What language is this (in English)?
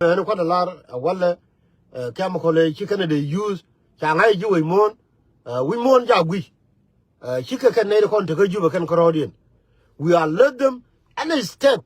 Nuer